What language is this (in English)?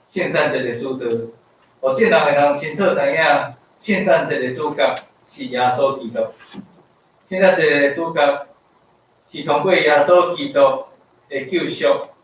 Min Nan Chinese